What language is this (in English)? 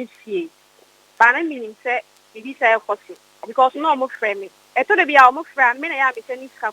Akan